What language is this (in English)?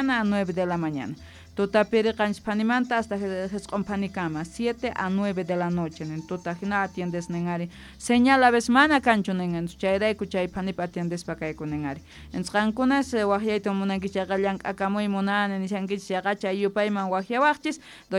South Bolivian Quechua